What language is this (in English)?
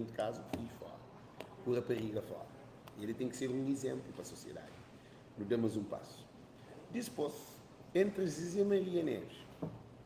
Kabuverdianu